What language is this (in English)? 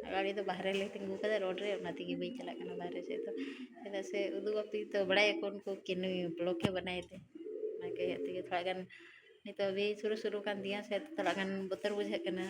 Santali